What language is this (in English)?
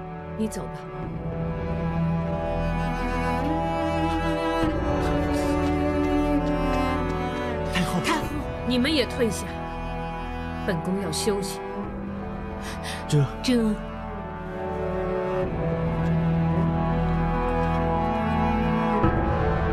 Chinese